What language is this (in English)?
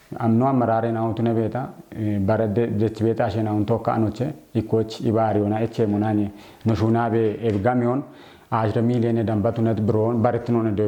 Kafa